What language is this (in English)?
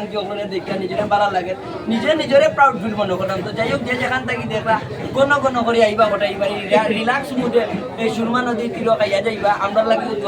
Sylheti